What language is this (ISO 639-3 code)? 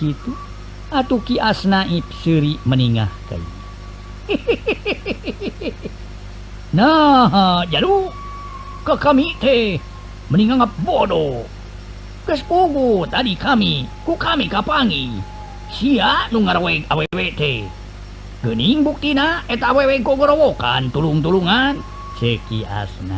sun